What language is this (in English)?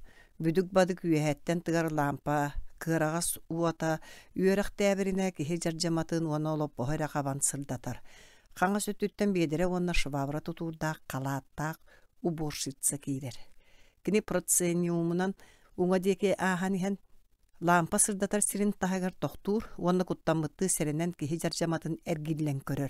Yakut